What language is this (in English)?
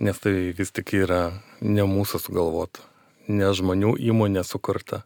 Lithuanian